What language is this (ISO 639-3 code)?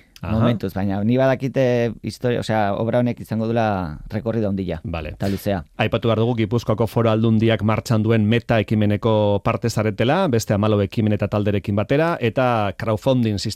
eus